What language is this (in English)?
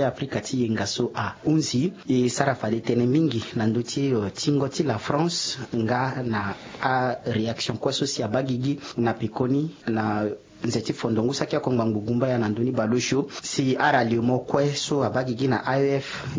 Sango